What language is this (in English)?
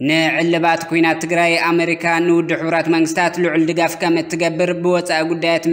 Tigrinya